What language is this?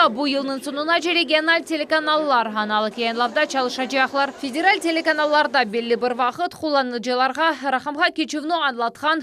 Crimean Tatar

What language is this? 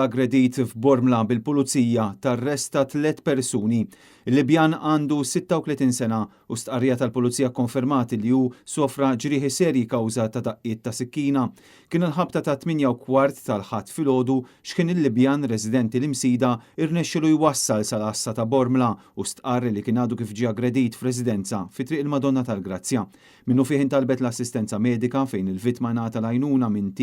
Maltese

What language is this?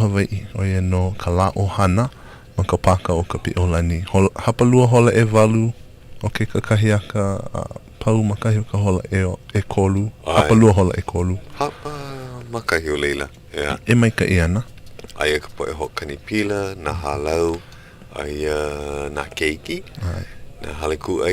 Hawaiian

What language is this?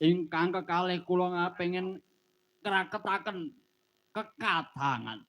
Javanese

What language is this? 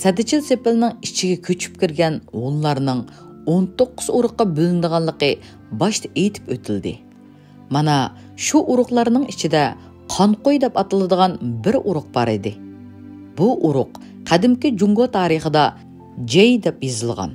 Uyghur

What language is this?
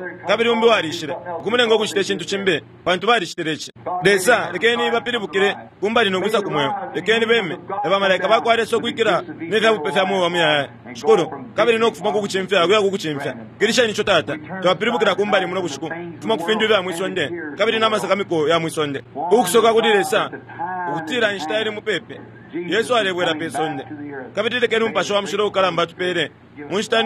Bemba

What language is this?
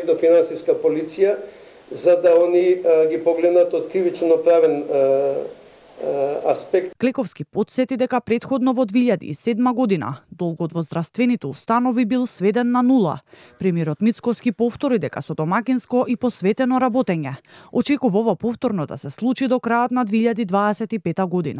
Macedonian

